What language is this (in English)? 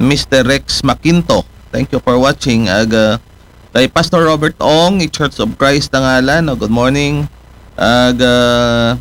Aklanon